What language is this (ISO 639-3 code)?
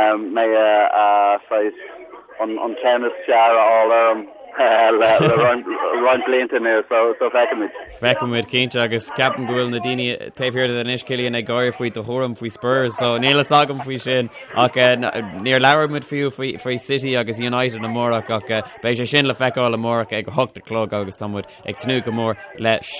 gle